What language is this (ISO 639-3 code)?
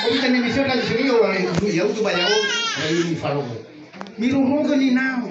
nia